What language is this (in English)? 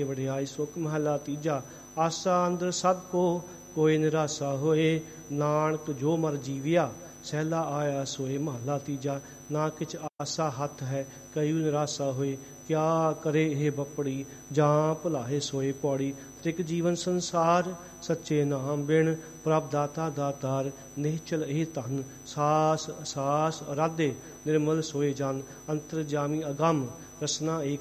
Punjabi